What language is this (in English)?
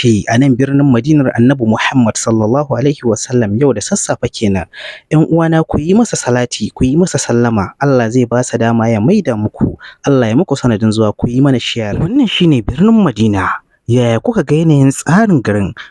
Hausa